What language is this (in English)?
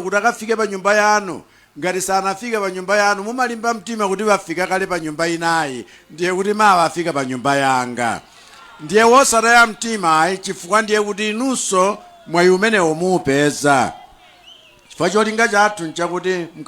Nyanja